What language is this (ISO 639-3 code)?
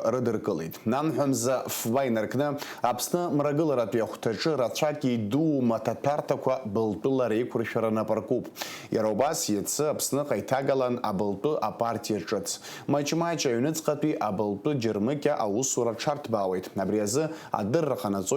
abk